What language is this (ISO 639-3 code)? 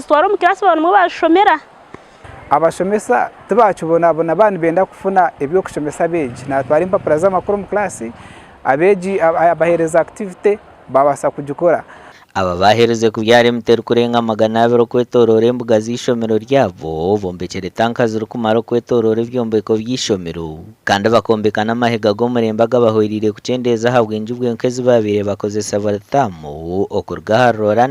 nyn